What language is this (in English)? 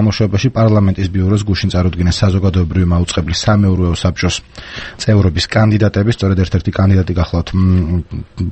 Georgian